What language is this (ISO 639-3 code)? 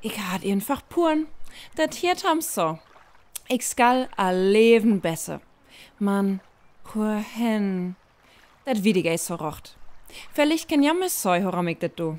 frr